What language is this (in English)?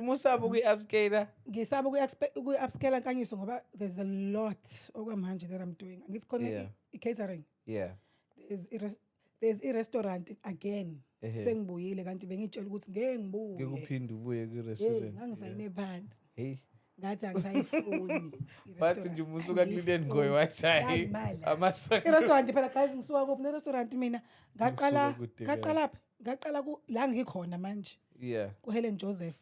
Zulu